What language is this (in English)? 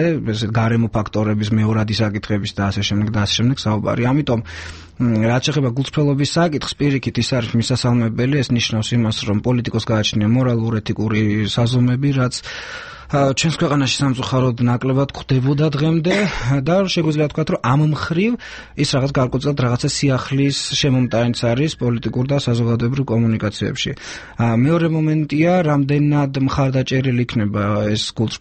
Georgian